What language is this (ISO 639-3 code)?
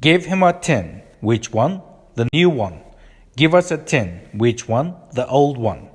uig